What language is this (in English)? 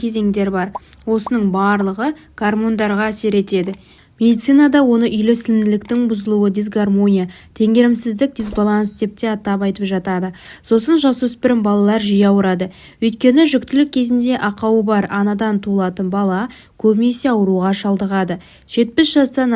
Kazakh